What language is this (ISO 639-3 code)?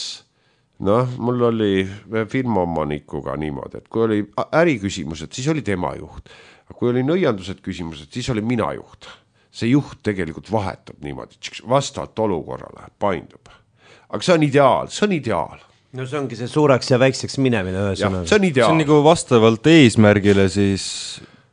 est